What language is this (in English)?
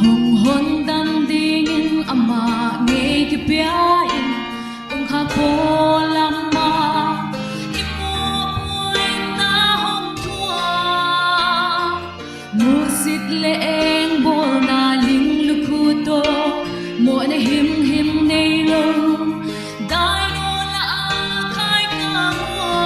Paite Chin